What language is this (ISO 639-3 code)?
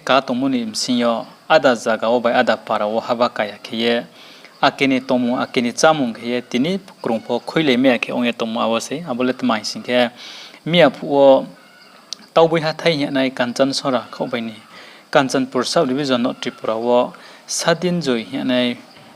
ria